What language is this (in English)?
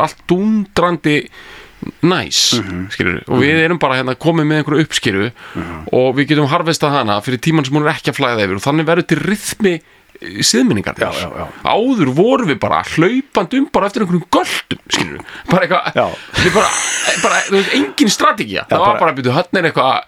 Icelandic